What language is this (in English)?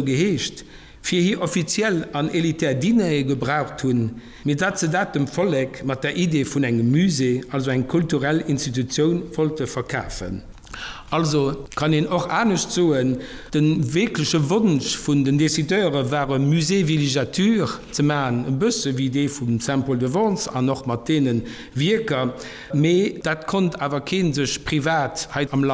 Luxembourgish